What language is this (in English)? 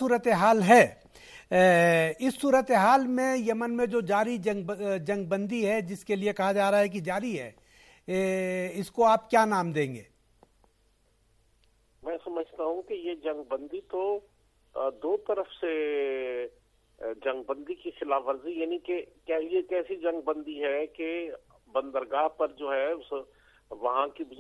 Urdu